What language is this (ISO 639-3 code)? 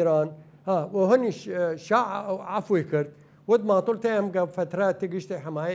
sdh